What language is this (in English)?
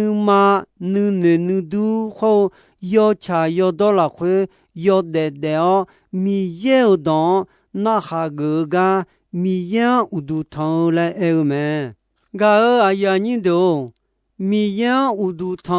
Akha